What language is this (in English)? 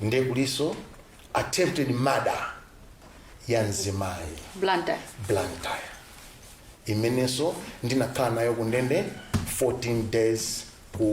Nyanja